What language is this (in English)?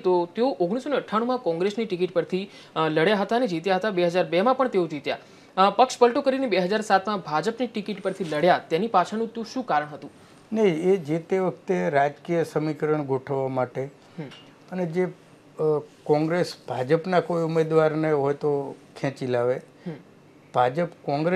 Gujarati